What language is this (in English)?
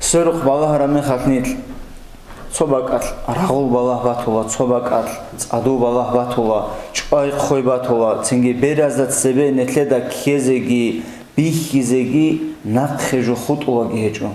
Avaric